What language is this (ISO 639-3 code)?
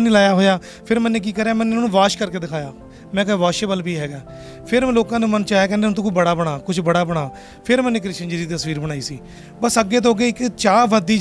pan